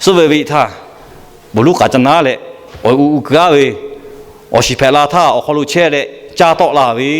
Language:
Lahu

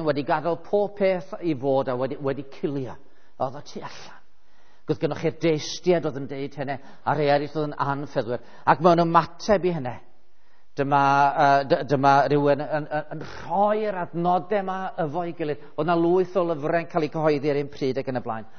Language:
Welsh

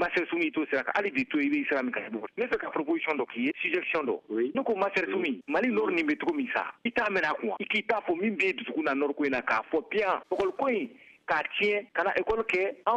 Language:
Bambara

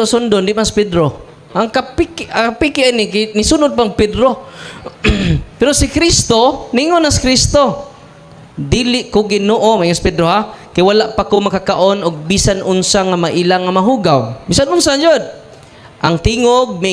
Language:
Cebuano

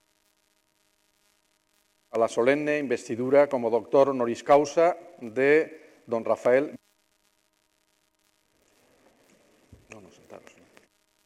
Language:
Spanish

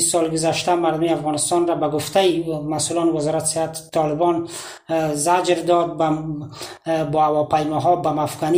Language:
Tajik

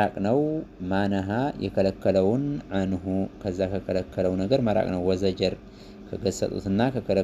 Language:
Amharic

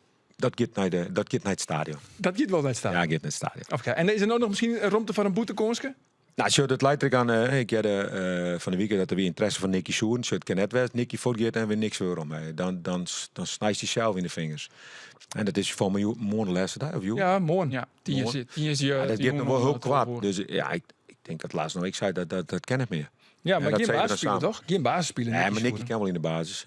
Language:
Western Frisian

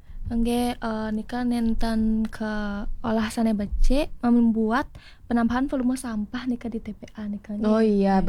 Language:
Balinese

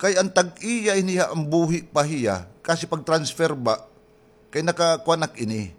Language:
Waray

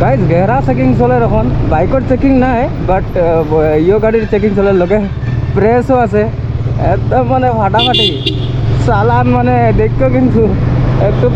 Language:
Sylheti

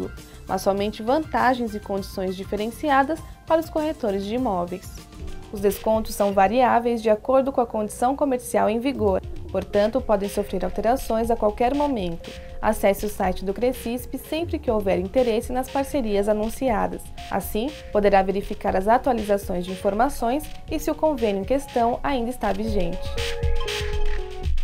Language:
Portuguese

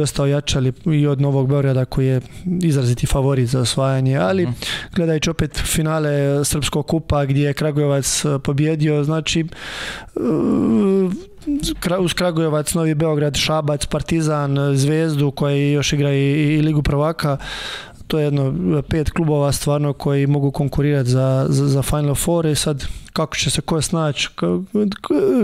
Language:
Serbian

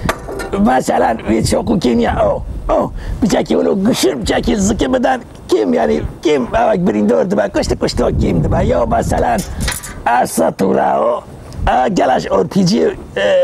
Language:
Kurdish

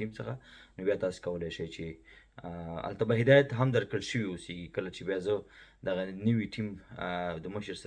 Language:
Pashto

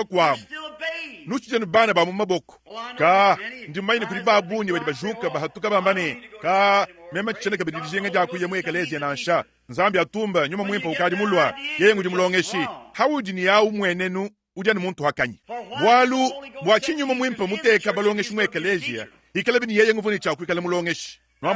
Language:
Luba-Lulua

